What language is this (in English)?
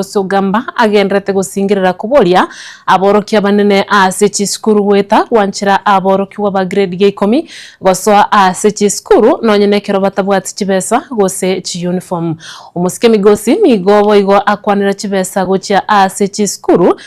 Gusii